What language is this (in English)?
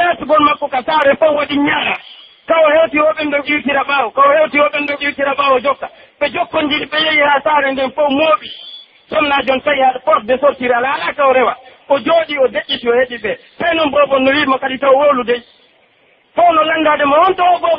Pular